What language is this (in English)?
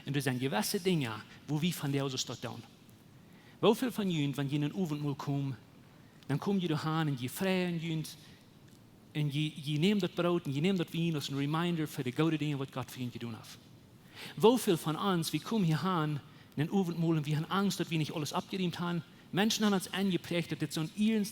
Plautdietsch